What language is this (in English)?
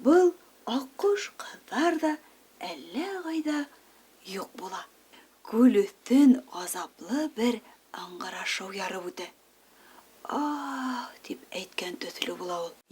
Bashkir